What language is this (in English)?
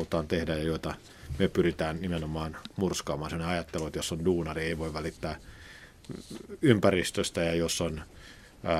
Finnish